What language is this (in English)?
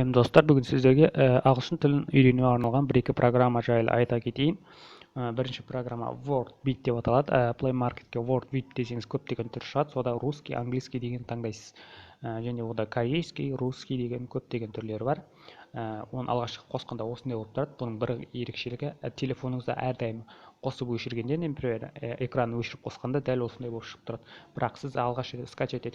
Kazakh